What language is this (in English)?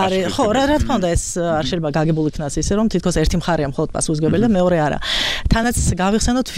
Georgian